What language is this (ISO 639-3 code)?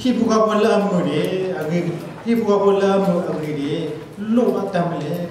ksw